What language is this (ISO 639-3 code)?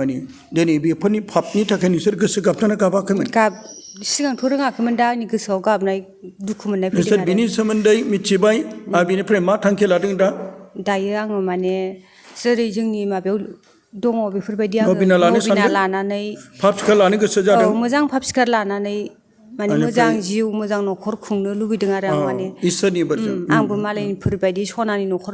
brx